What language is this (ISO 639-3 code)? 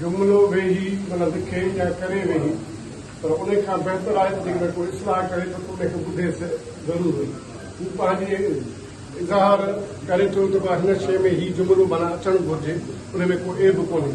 snd